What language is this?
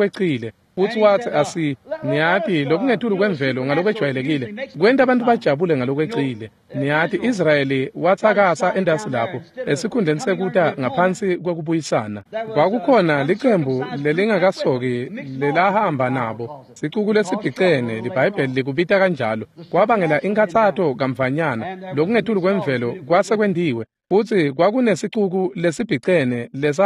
Swati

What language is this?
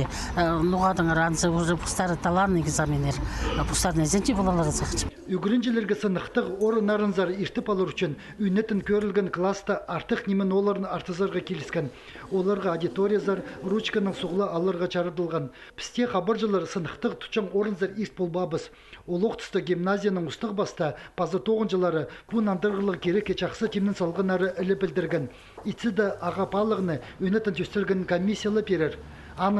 Khakas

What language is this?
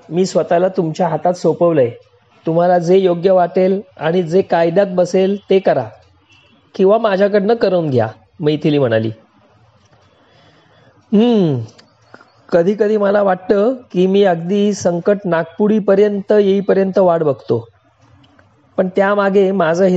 Marathi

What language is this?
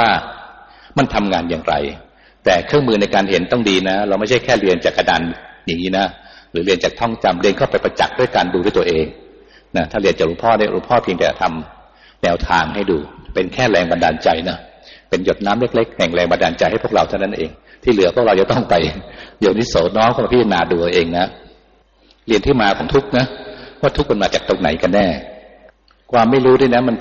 Thai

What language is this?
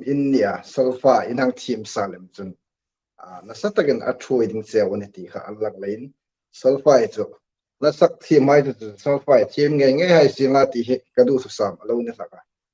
Hmar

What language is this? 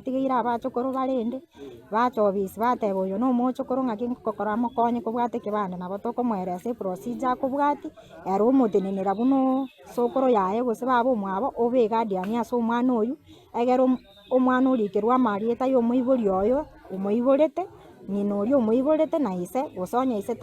Gusii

